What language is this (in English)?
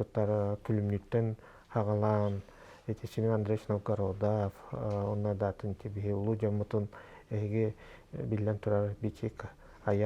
Yakut